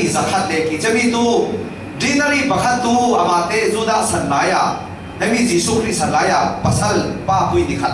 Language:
Falam Chin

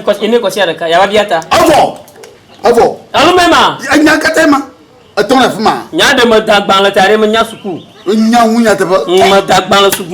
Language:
Ewe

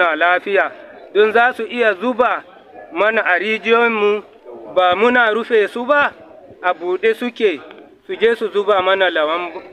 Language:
Hausa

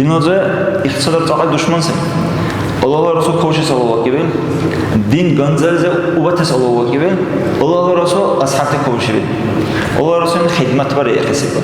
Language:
Dargwa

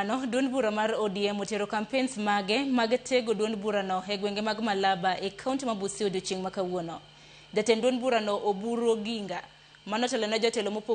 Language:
Luo (Kenya and Tanzania)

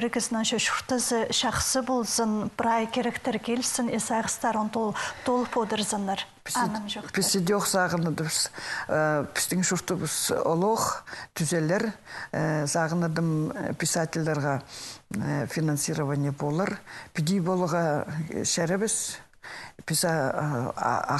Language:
Khakas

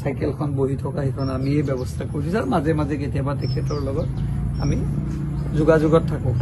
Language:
Assamese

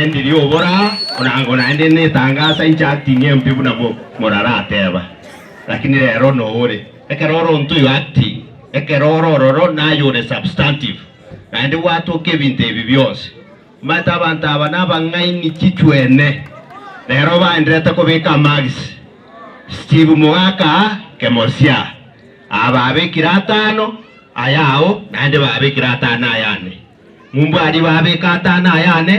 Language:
Gusii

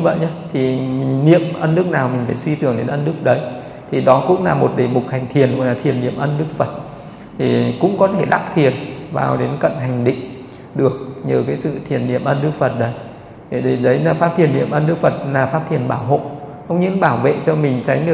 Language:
Vietnamese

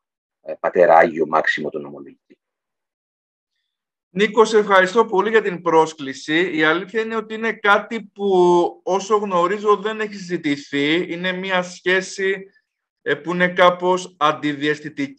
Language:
Greek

